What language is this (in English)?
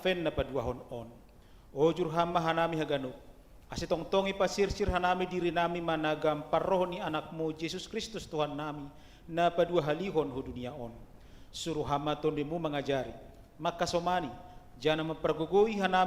Batak Simalungun